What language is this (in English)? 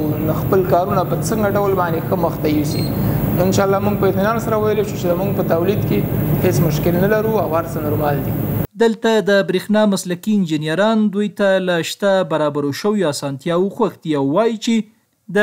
Pashto